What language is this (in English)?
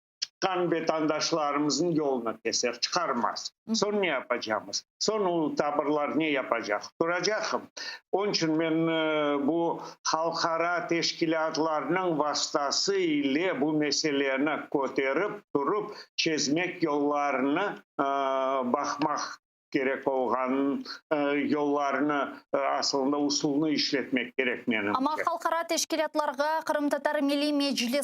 Crimean Tatar